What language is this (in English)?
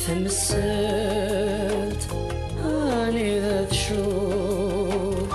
Kabyle